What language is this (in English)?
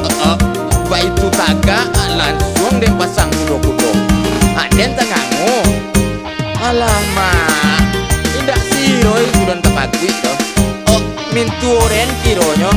Minangkabau